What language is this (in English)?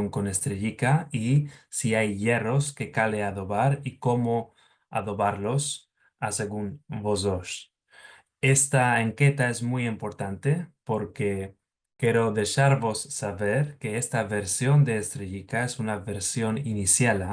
Ladino